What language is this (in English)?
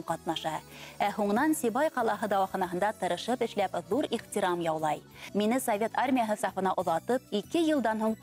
Bashkir